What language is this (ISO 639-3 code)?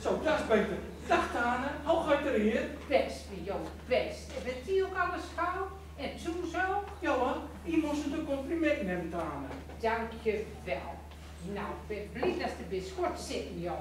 gos